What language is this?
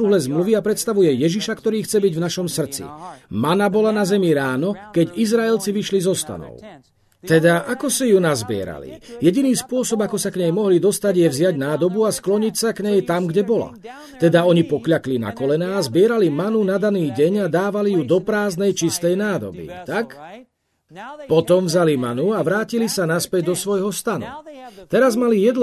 Slovak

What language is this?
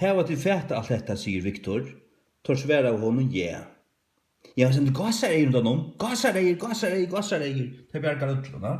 Faroese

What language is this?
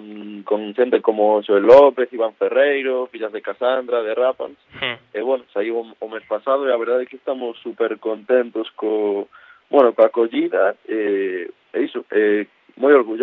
Galician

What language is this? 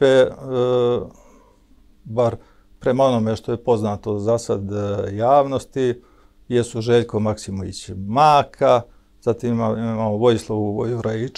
Serbian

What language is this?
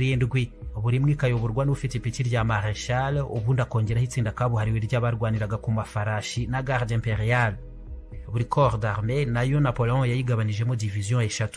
Kinyarwanda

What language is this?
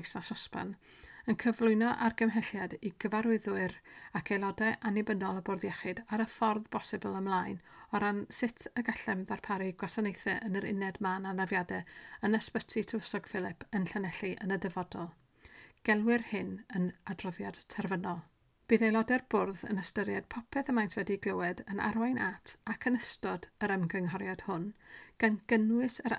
Welsh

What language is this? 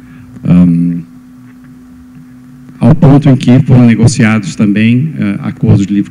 Portuguese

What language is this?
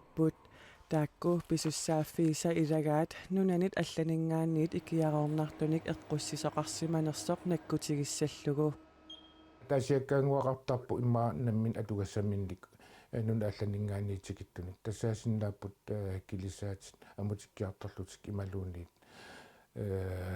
Kalaallisut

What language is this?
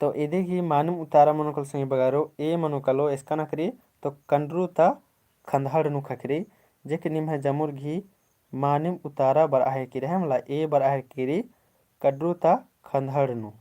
Kurukh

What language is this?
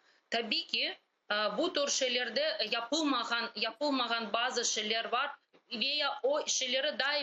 Crimean Tatar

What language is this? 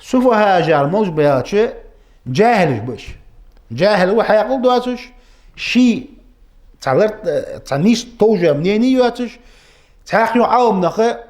Ingush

